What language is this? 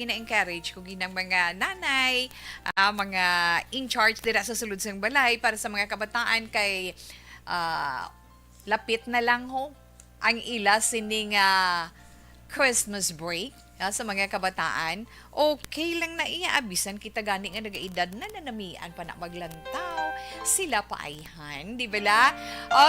Hiligaynon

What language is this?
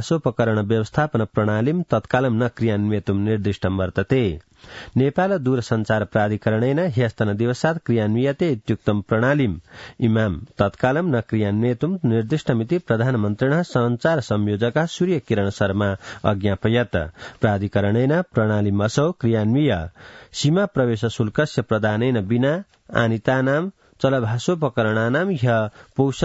Sanskrit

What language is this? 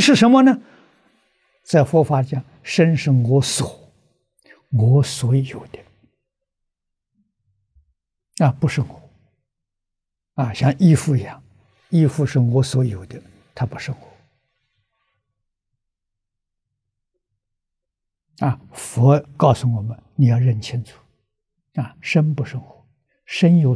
Chinese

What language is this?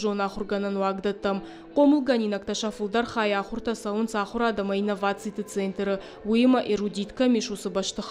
Ossetic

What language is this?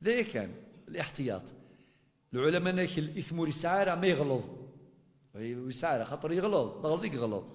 Kabyle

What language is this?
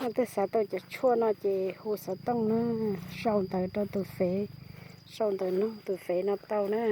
Hmong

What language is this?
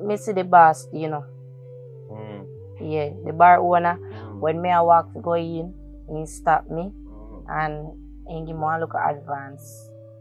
Jamaican Creole English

